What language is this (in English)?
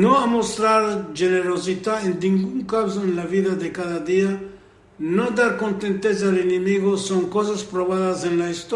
Ladino